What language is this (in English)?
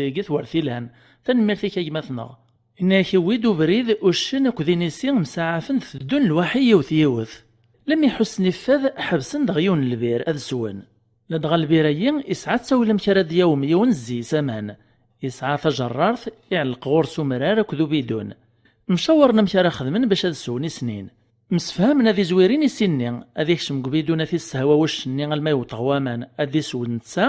Kabyle